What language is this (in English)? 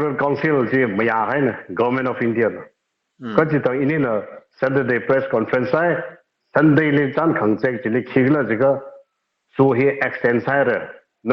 Tangkhul Naga (India)